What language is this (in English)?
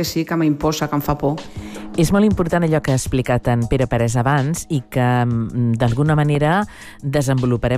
Catalan